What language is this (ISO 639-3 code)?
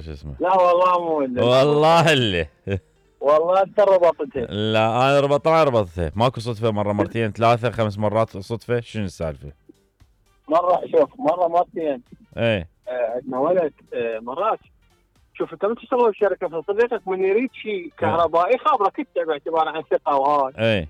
acm